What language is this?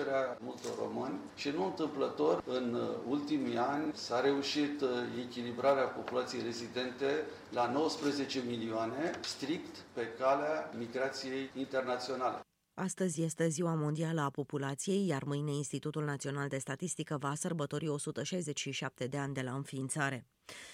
Romanian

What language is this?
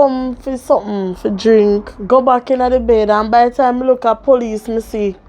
Jamaican Creole English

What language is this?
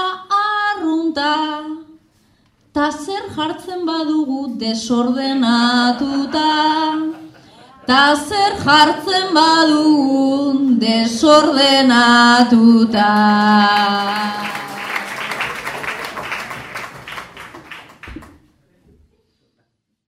Basque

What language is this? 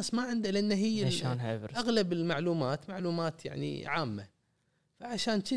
Gulf Arabic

